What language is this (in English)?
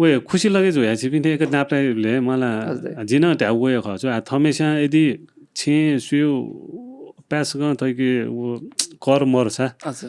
Newari